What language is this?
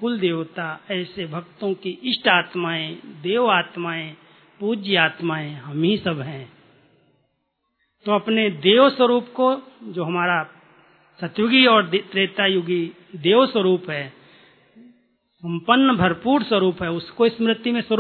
Hindi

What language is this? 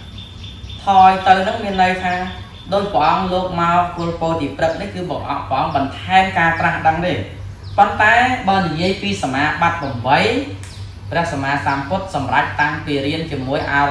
Khmer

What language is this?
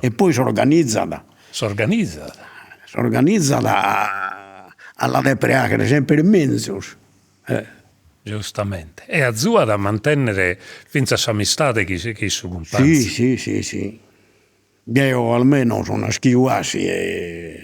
Sardinian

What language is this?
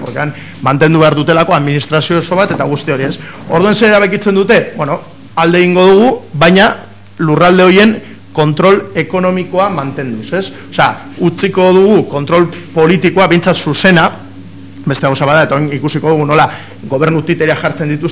Basque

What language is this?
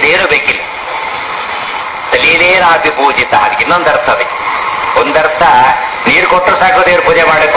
Kannada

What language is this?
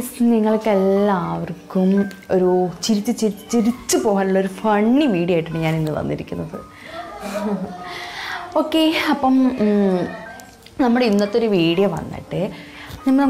Malayalam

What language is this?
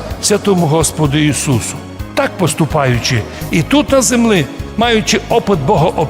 Rusyn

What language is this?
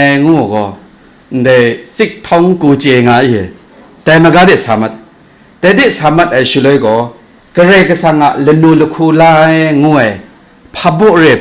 Kachin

